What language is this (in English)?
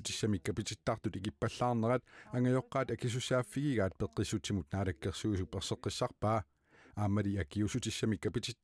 Kalaallisut